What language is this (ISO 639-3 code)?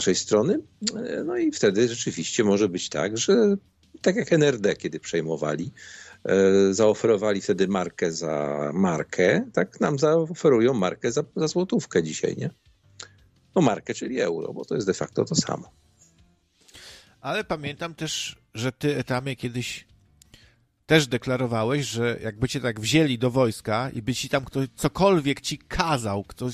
pol